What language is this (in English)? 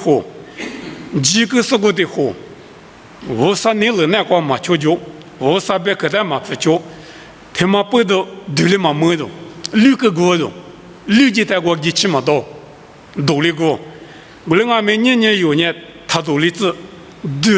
Lisu